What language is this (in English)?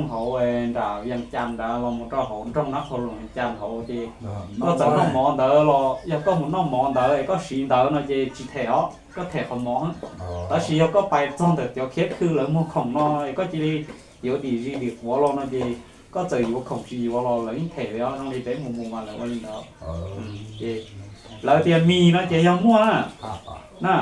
Hmong